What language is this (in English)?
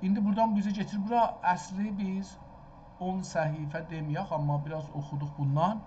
South Azerbaijani